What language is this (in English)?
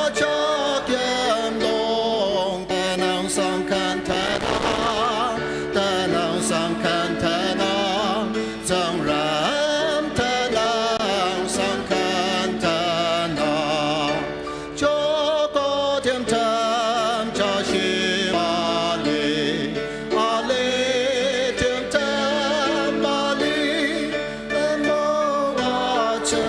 Ao Naga